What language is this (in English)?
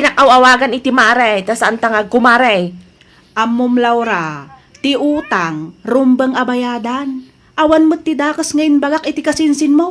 Iloko